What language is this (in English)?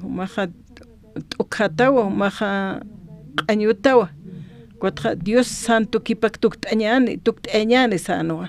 Aymara